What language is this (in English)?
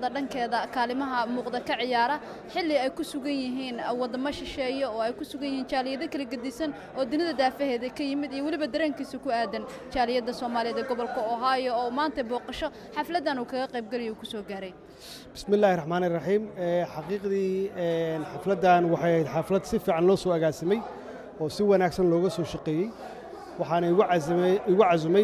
Somali